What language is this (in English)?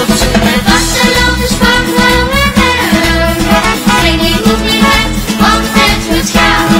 Limburgish